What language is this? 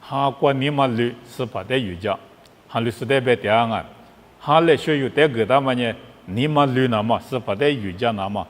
Lisu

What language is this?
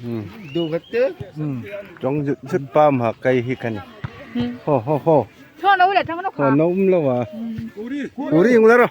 Hmar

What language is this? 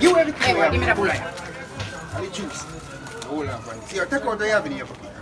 Jamaican Creole English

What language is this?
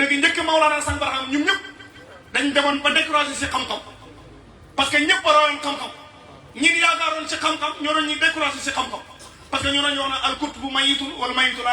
Wolof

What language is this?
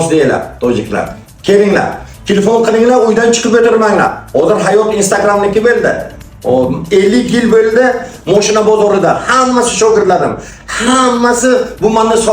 Uzbek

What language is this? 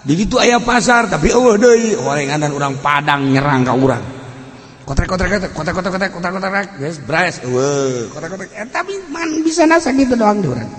Sundanese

